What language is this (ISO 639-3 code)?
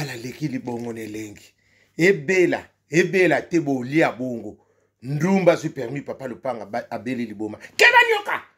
lin